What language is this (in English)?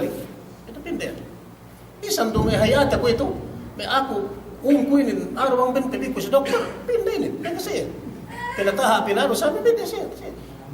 Yakan